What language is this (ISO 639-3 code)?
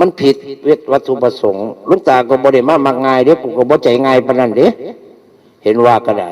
tts